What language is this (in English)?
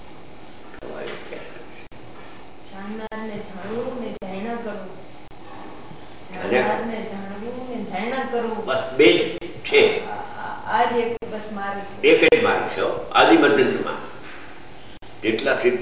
Gujarati